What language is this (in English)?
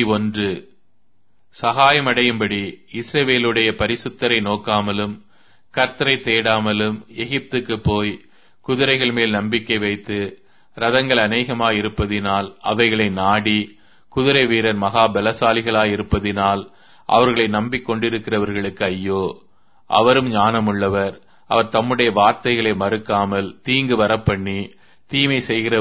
Tamil